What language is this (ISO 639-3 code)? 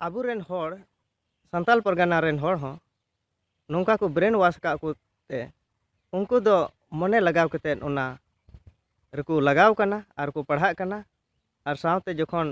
sat